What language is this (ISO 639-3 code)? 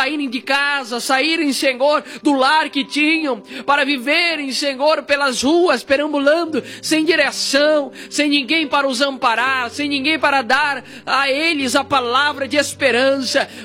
por